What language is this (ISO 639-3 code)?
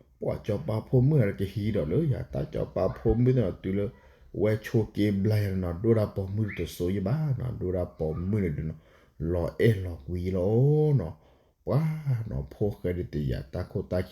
ksw